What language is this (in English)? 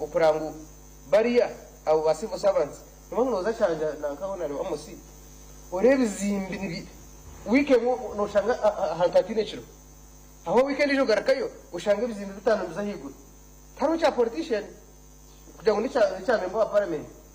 Nyankole